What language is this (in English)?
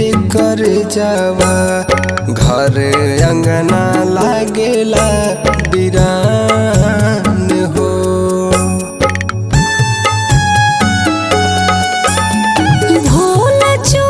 Bhojpuri